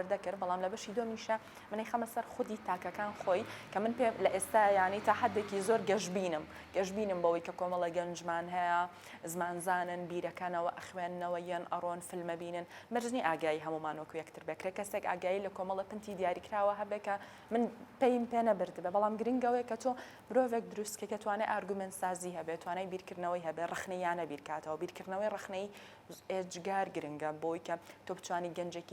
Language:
Central Kurdish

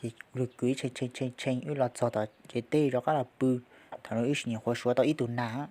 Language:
Hmong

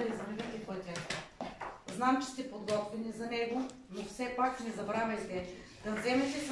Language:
Bulgarian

